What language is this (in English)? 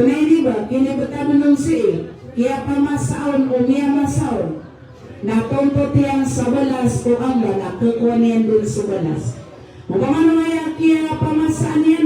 Maranao